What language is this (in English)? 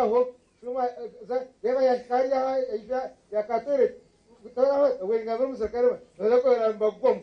Nyankole